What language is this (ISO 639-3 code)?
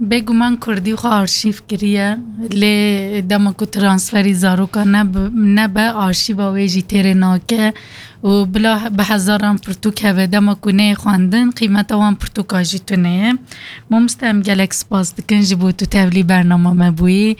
kur